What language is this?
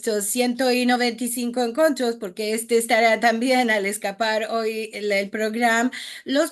Ladino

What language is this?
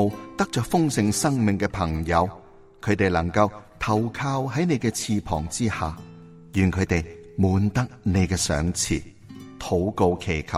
Cantonese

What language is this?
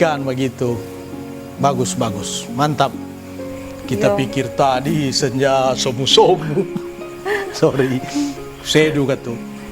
Manado Malay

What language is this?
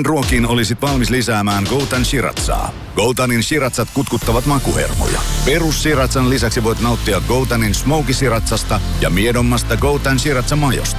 Finnish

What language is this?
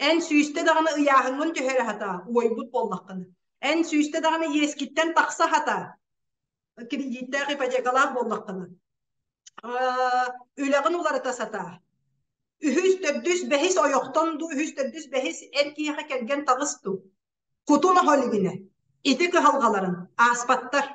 Yakut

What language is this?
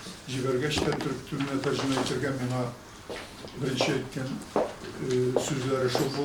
Tatar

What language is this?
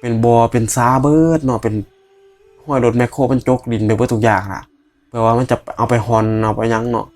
Northeastern Thai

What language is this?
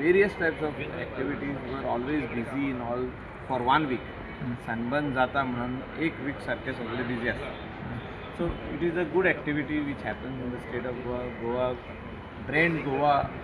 Konkani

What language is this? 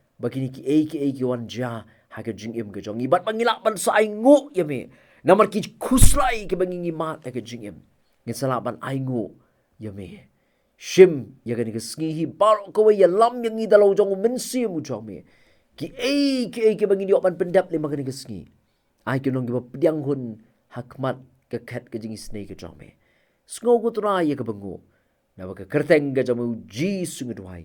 Khasi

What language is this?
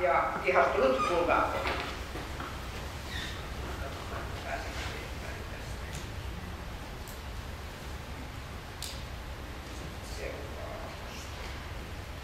Finnish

